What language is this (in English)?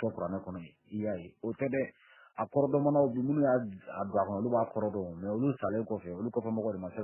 Bambara